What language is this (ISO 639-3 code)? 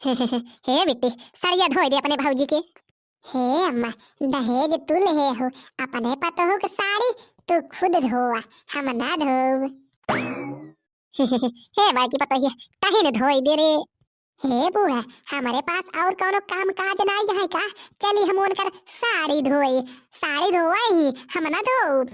bho